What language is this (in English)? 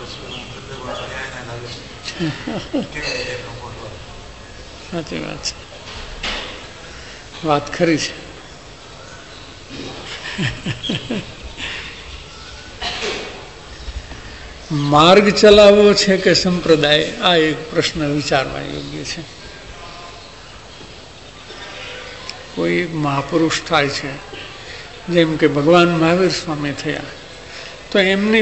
Gujarati